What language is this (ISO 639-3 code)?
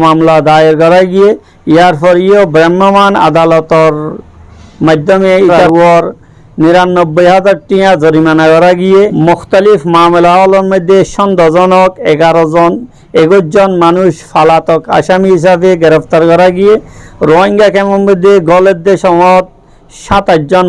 rhg